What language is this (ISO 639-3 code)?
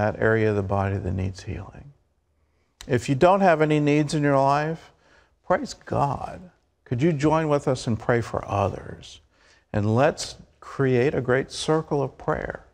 eng